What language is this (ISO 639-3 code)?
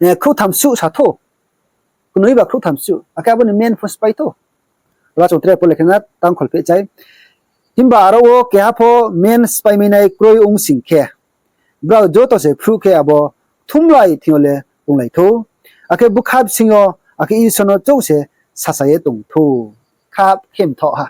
ria